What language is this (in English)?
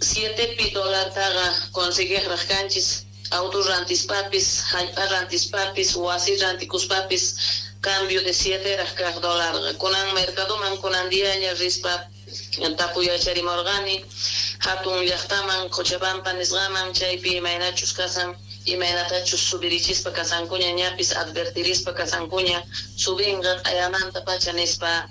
Quechua